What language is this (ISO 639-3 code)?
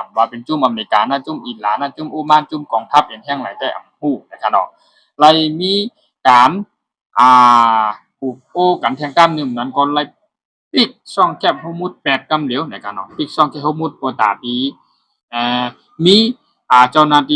shn